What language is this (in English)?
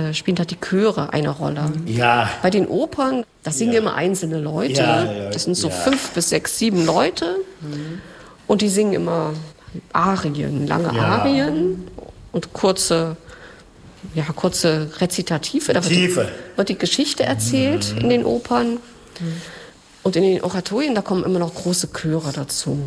German